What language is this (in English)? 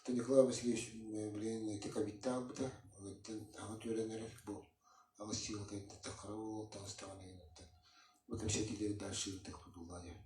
Yakut